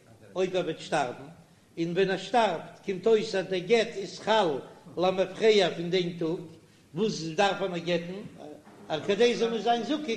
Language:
Yiddish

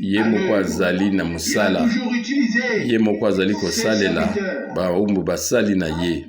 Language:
Lingala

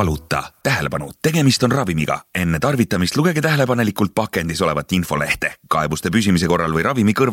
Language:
Estonian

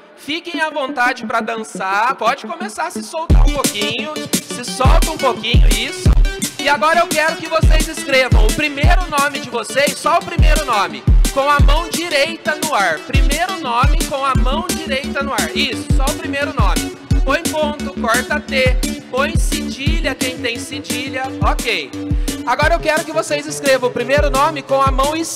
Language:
Portuguese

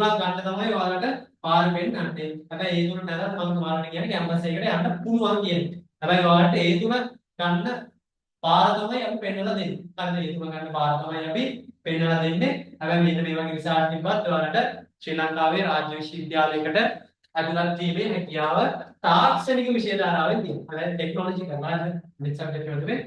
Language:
Sinhala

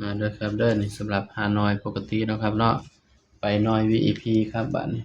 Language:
Northeastern Thai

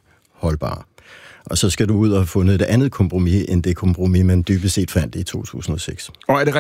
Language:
Danish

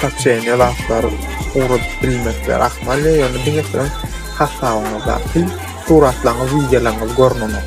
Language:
Turkmen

